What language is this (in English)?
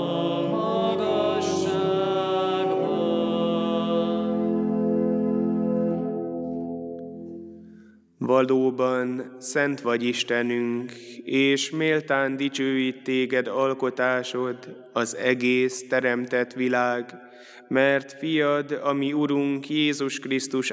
Hungarian